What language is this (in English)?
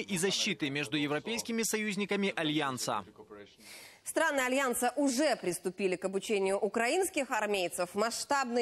Russian